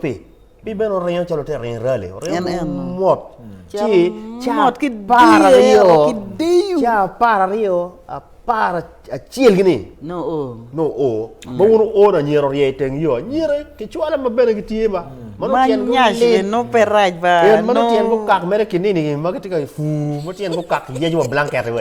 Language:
Acoli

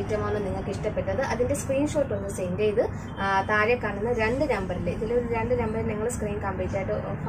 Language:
Malayalam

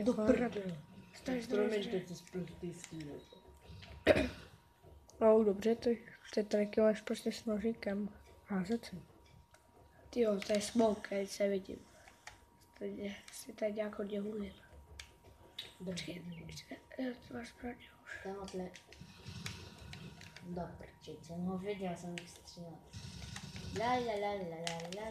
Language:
Czech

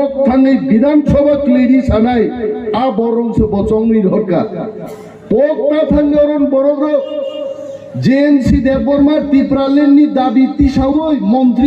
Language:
Kok Borok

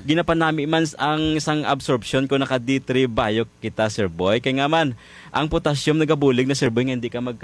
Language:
Hiligaynon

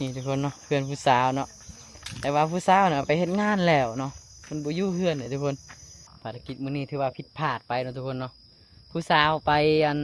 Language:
Lao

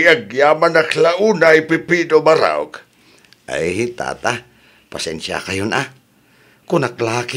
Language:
Iloko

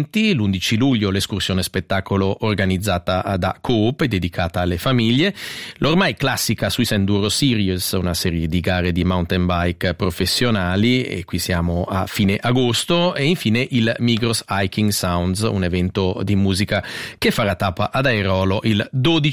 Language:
Italian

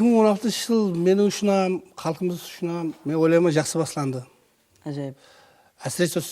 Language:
Kara-Kalpak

